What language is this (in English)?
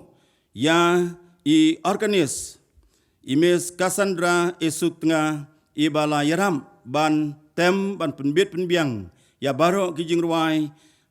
Khasi